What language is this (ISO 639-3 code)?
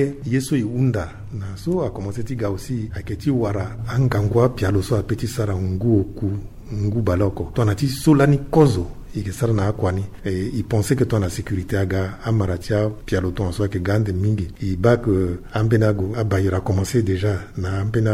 sag